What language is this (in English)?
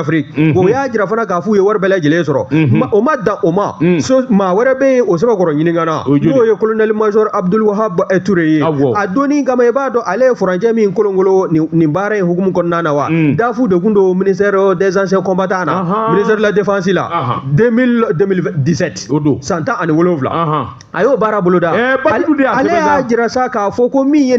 Bambara